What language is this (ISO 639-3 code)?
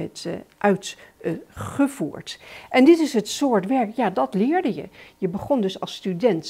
nld